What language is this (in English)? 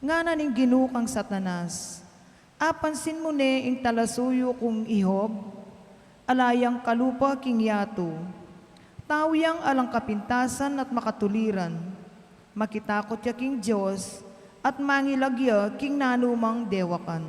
Pampanga